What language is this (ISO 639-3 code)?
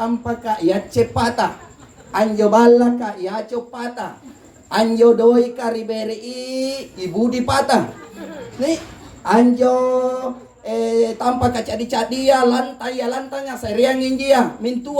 mak